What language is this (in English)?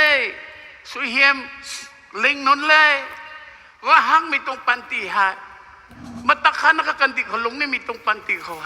Rongmei Naga